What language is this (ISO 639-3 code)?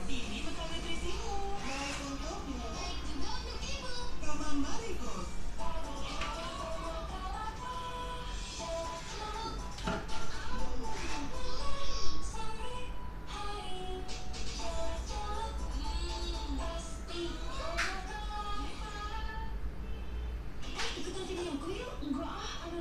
ind